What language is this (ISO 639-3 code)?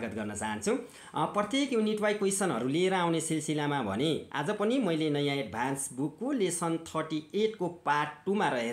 nep